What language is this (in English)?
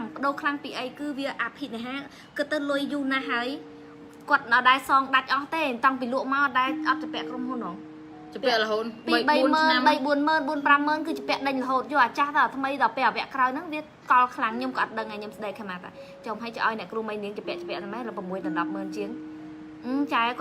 Khmer